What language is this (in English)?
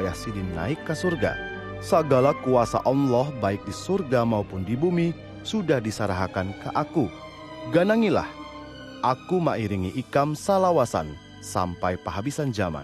Banjar